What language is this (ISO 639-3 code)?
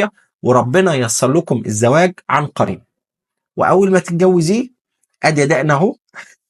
arz